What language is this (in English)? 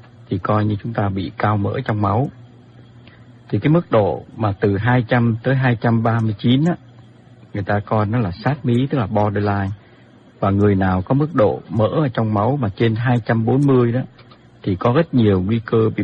Vietnamese